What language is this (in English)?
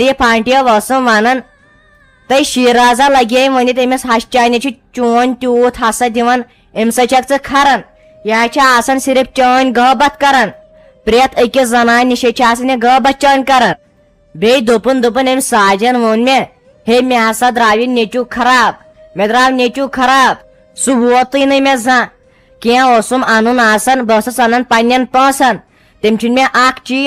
Kashmiri